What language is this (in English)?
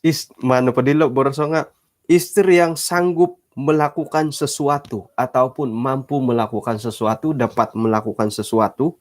Central Dusun